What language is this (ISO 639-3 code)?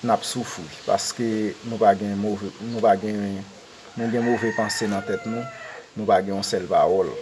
hat